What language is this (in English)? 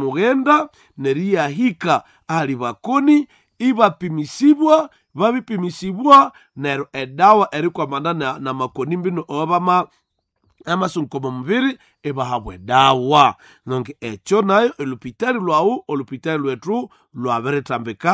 Nande